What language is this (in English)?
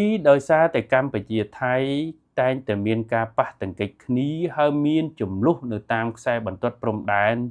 Khmer